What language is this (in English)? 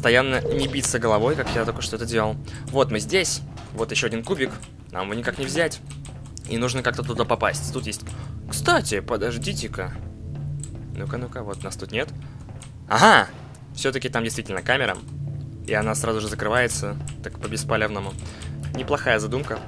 Russian